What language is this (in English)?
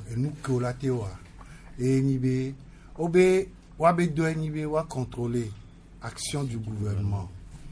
Gen